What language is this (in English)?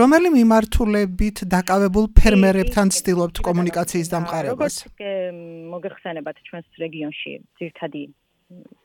Georgian